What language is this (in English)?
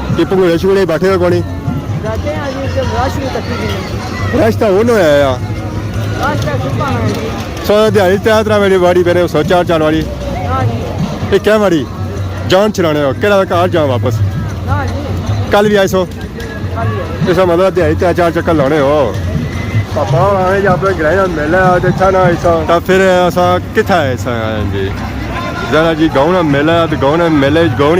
Pahari-Potwari